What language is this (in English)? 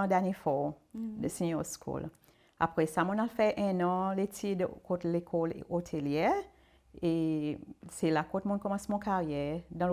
Seselwa Creole French